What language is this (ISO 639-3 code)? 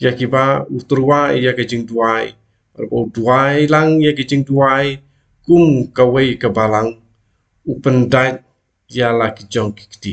kha